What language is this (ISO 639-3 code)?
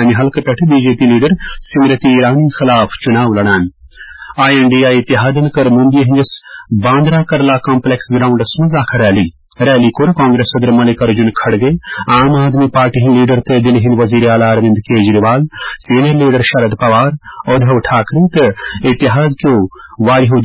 kas